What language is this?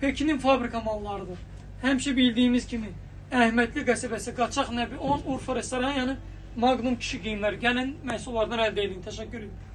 Azerbaijani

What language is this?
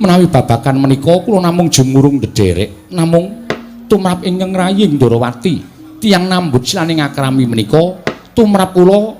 Javanese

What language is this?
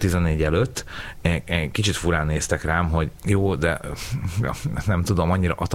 Hungarian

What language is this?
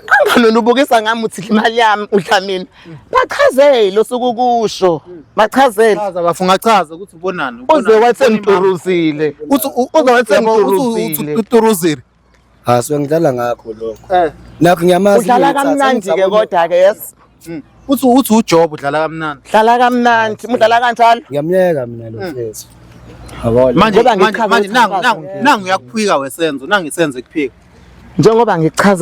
Zulu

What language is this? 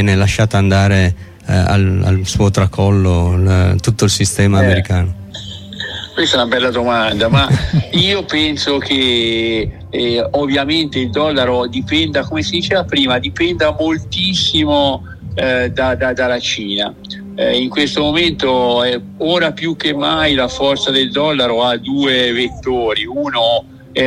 Italian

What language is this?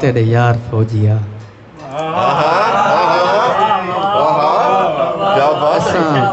Saraiki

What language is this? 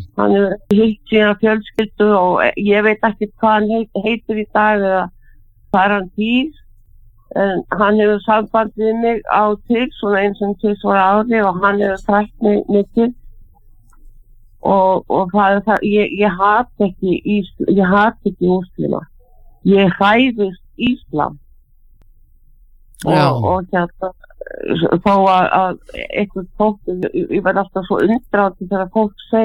Icelandic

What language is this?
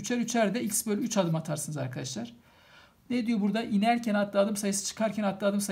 Turkish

